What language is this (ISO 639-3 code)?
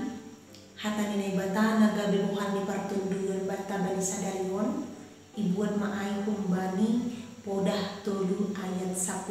bts